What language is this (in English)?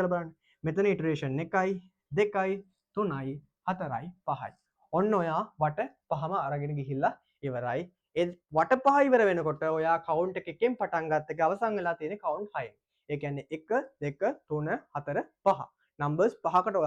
Sinhala